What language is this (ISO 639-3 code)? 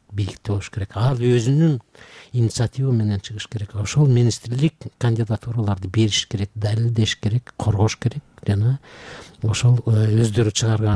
kir